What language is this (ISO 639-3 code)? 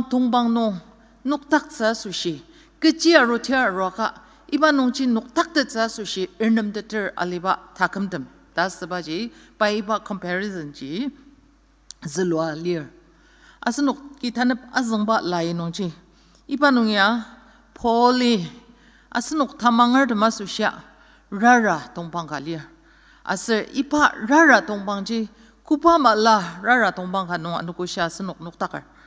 njo